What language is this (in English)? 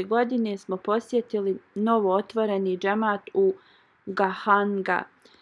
Bosnian